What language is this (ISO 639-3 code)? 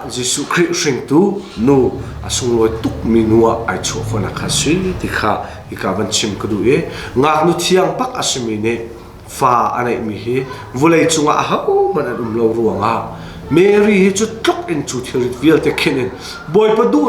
cnh